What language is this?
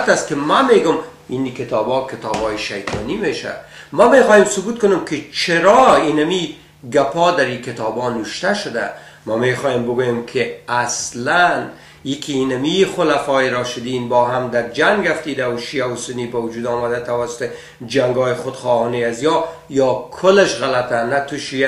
Persian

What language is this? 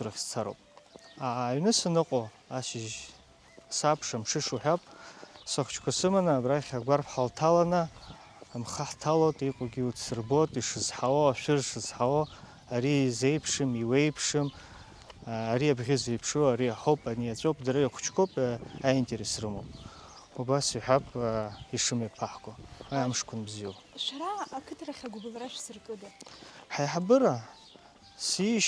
Abkhazian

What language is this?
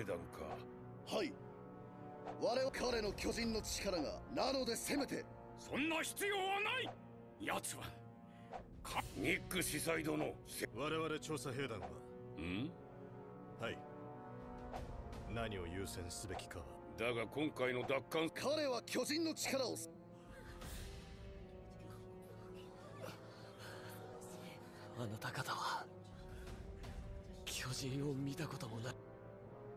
Japanese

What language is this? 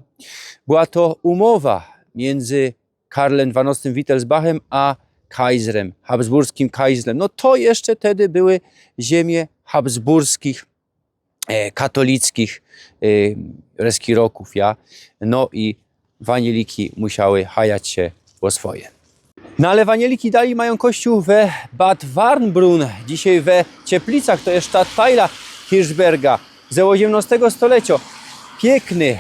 Silesian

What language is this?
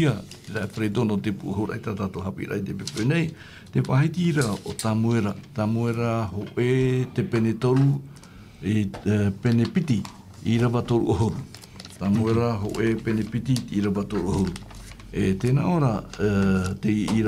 Tahitian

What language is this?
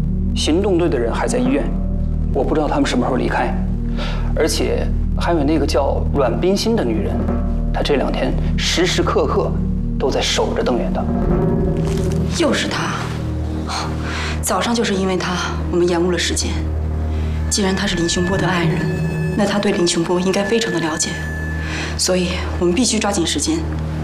Chinese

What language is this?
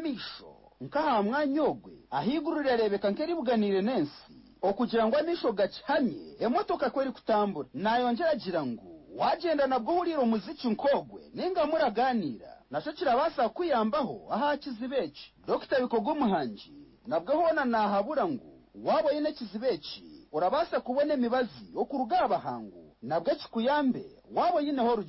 Nyankole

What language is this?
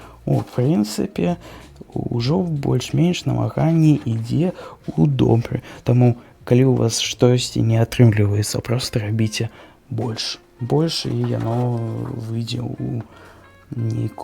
Belarusian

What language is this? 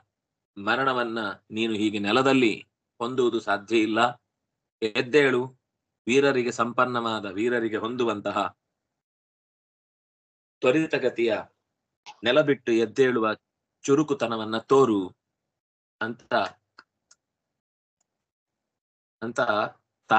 Kannada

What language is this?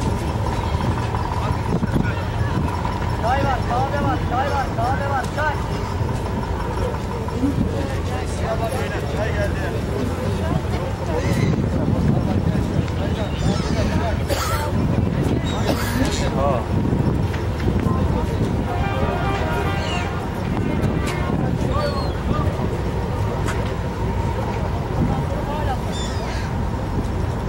Turkish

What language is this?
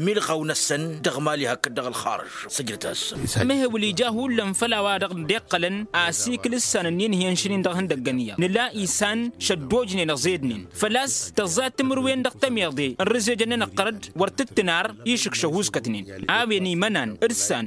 Tamasheq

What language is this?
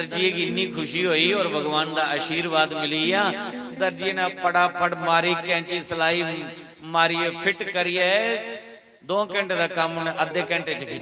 Dogri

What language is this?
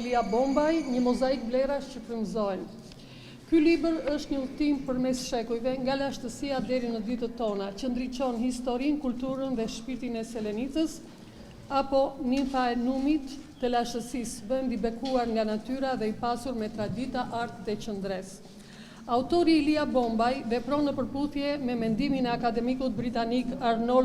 Albanian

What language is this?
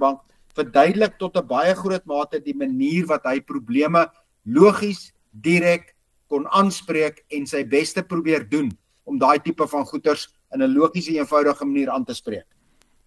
Afrikaans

